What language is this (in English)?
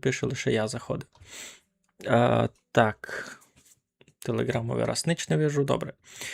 Rusyn